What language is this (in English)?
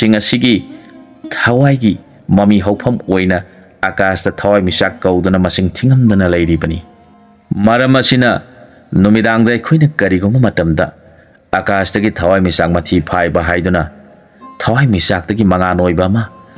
Manipuri